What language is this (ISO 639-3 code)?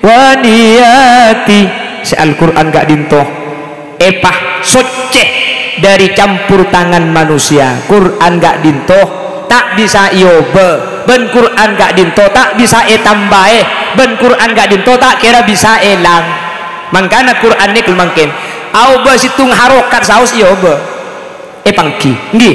mad